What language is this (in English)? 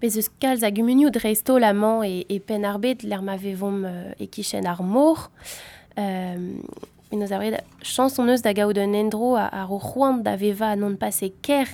Breton